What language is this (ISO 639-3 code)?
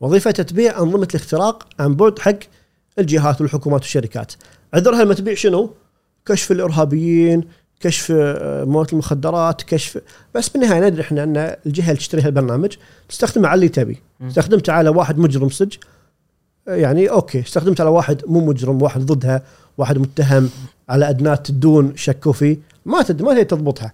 afb